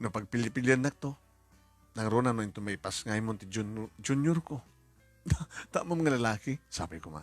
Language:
Iloko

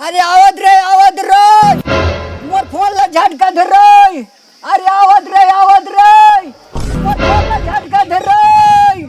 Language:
Chhattisgarhi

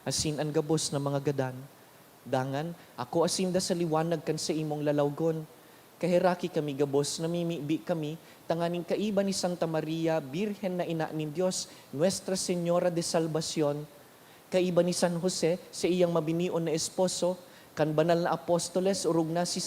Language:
Bikol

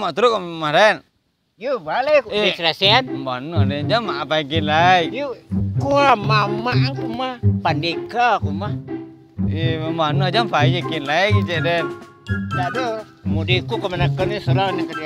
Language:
Minangkabau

